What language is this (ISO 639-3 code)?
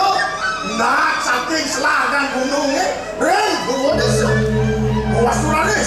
ban